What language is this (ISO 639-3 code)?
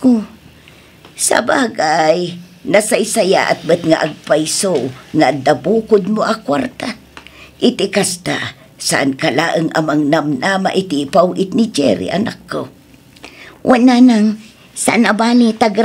ilo